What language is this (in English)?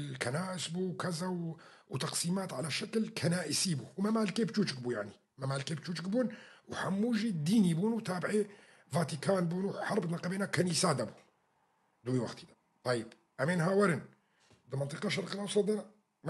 Kurdish